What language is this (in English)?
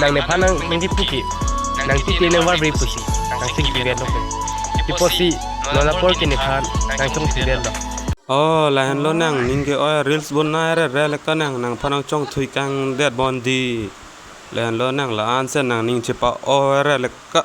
Karbi